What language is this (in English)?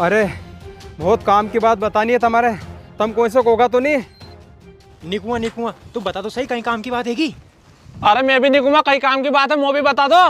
Rajasthani